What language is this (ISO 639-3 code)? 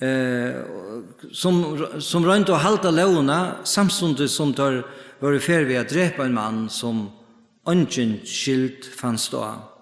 fao